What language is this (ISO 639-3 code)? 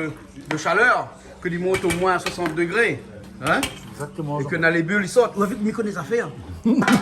rcf